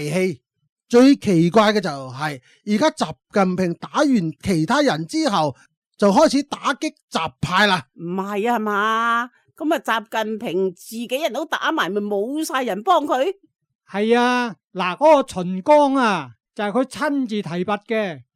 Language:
Cantonese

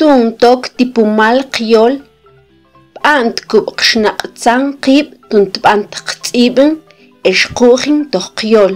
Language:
Mam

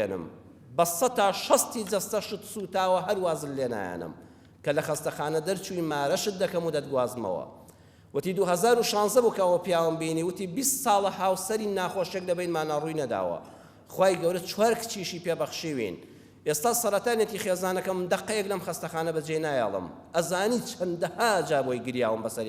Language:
Central Kurdish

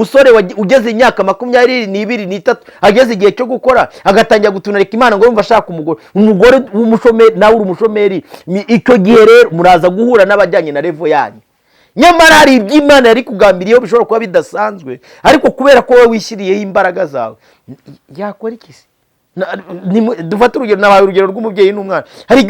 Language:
Kinyarwanda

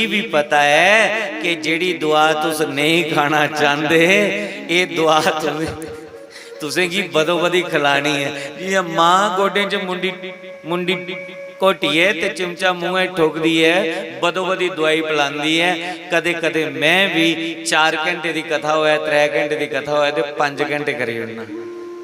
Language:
Dogri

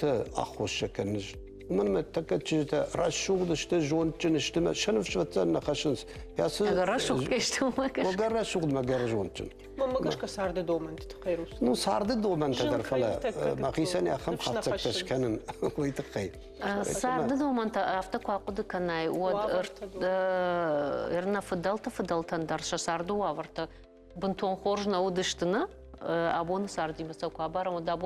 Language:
Ossetic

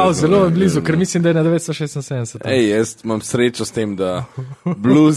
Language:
Slovenian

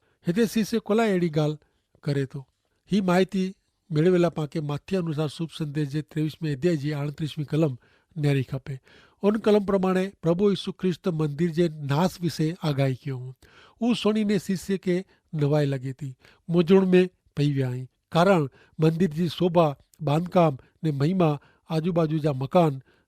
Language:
Kachhi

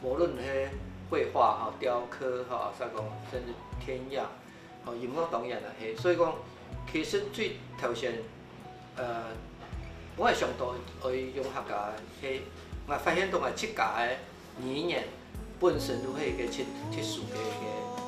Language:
Hakka Chinese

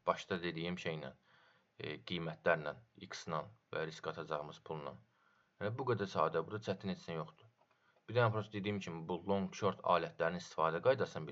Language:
Azerbaijani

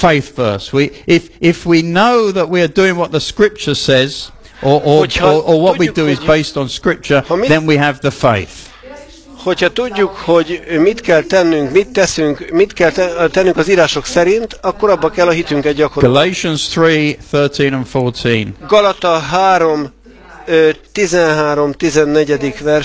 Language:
Hungarian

